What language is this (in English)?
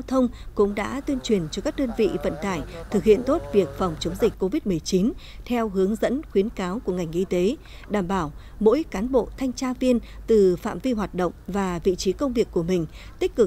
Vietnamese